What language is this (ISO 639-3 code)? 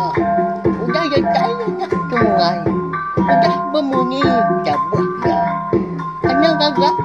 iba